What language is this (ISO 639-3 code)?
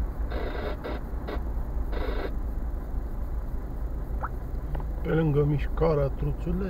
ron